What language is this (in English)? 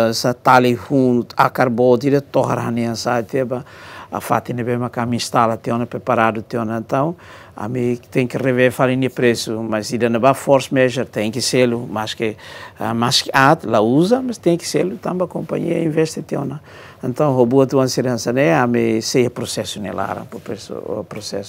Tetum